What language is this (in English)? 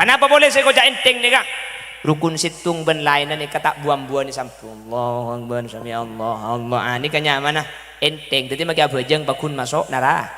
Madurese